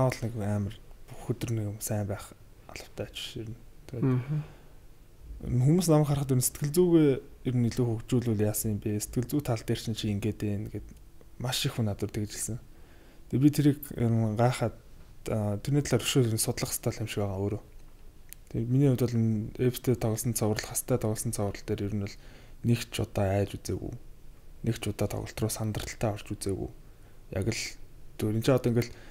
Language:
Mongolian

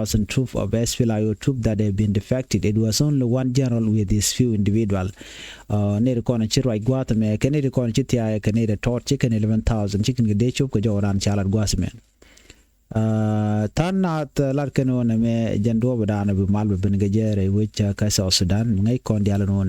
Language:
Nuer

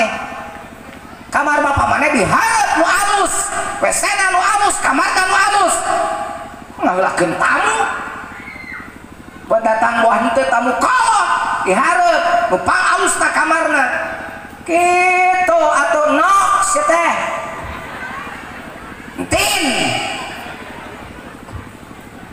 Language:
Sundanese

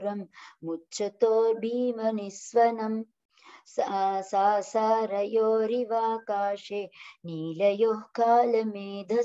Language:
Sanskrit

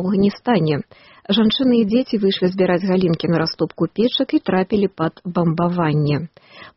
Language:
Belarusian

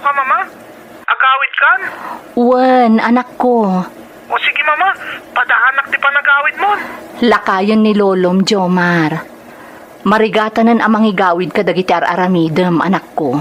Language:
Iloko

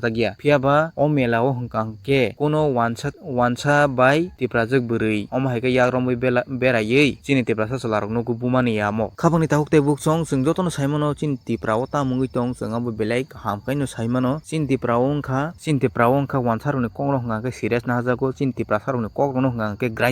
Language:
Kok Borok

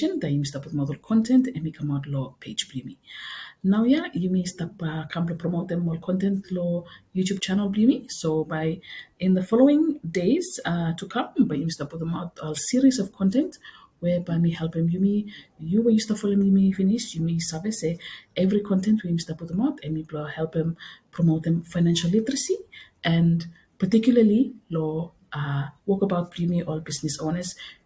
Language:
Bislama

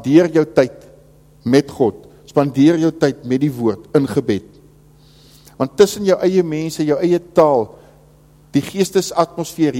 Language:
Afrikaans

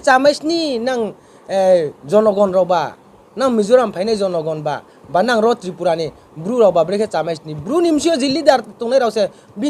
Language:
Riang (India)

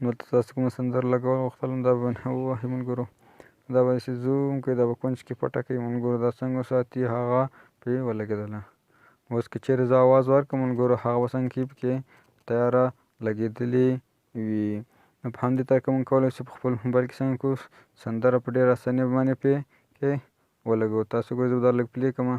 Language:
Pashto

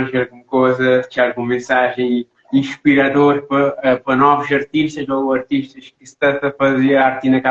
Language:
Kabuverdianu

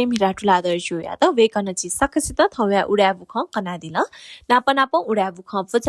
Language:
Newari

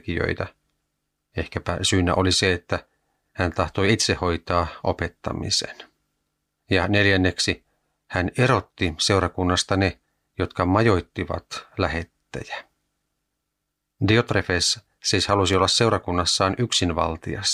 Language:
Finnish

